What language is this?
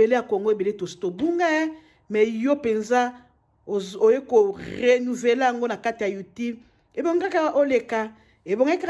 Lingala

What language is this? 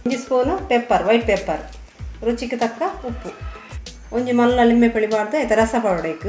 Tulu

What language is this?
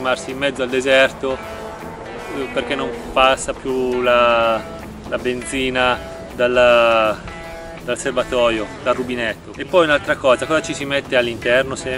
Italian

